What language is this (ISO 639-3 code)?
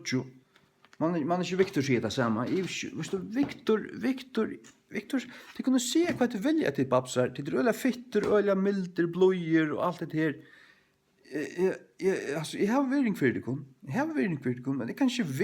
fao